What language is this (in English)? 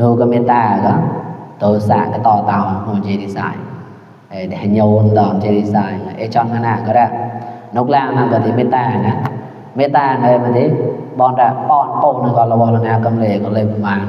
Mon